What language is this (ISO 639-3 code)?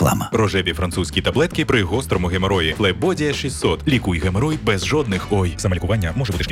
ukr